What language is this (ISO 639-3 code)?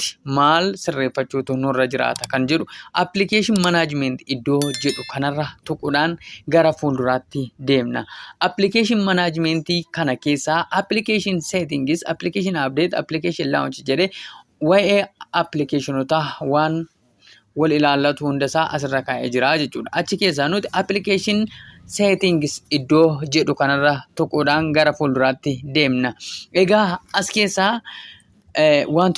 orm